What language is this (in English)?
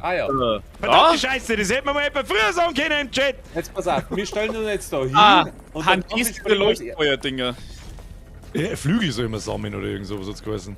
Bavarian